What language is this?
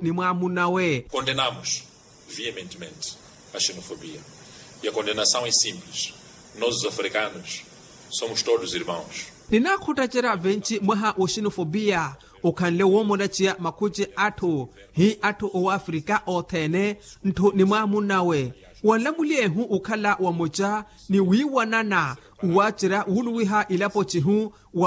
Makhuwa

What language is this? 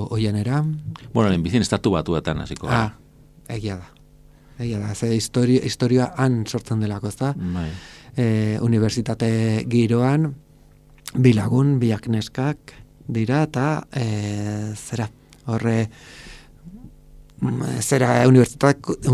Basque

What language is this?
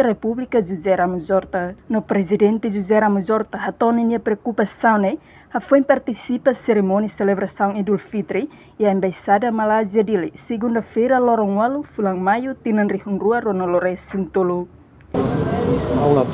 Tetum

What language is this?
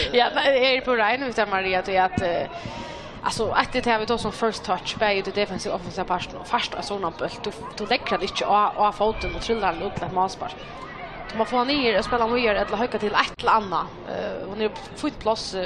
Faroese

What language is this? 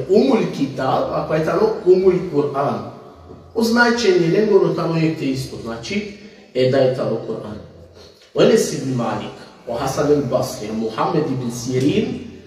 Balkan Romani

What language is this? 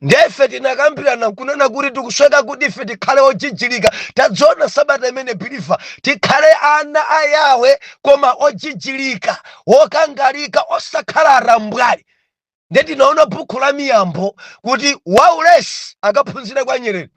Nyanja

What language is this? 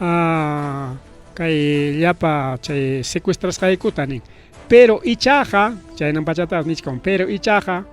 Ayacucho Quechua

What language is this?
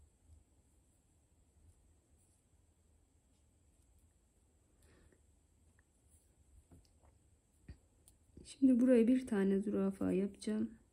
Turkish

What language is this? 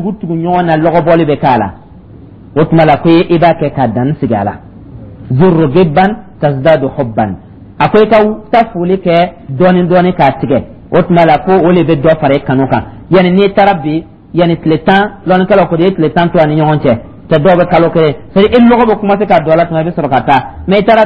Dyula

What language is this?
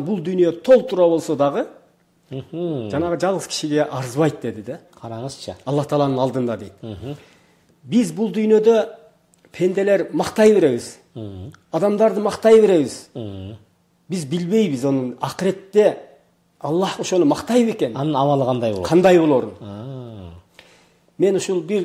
Kyrgyz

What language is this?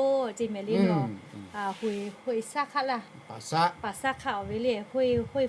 Lahu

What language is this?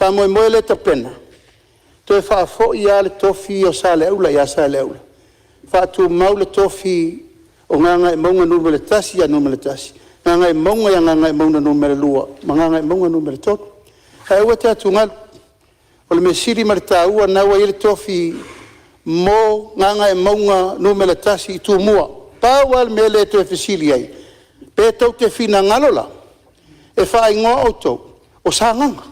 Samoan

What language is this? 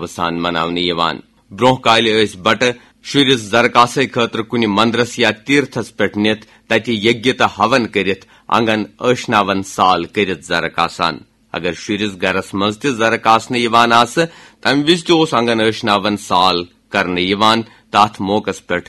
Kashmiri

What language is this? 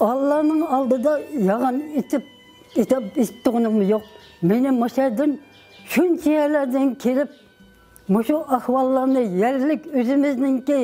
Uyghur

